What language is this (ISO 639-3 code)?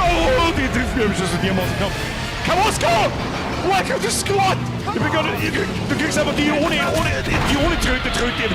bar